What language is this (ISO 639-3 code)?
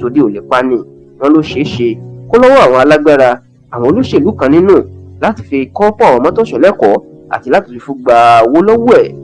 yor